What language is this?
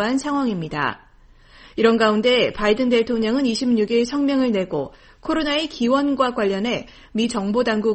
Korean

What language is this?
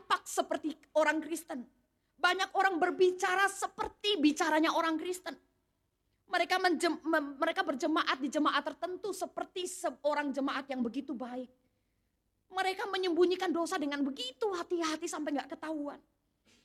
Indonesian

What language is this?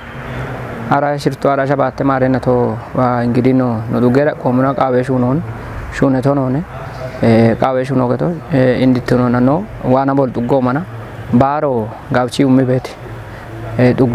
Kafa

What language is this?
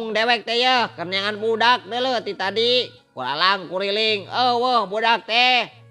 Sundanese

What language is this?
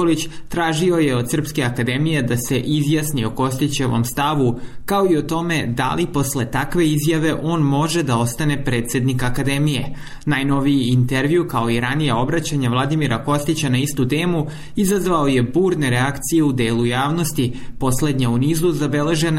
Serbian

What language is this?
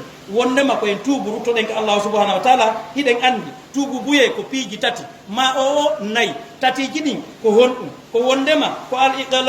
Fula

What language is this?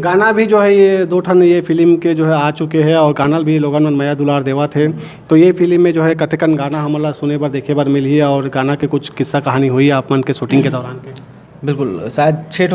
Chhattisgarhi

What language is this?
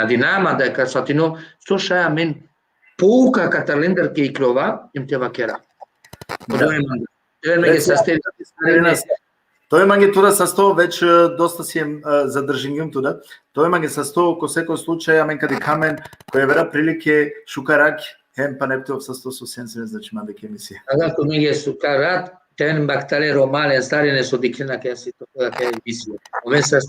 Balkan Romani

